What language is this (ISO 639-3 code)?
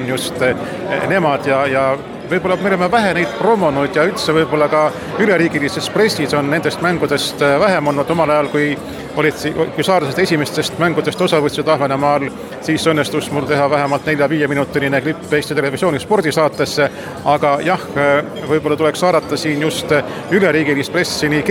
est